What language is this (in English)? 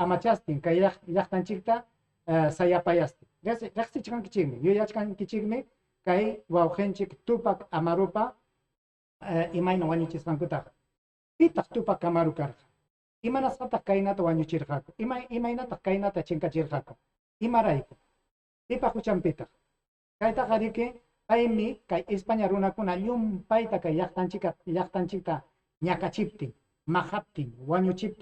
Ayacucho Quechua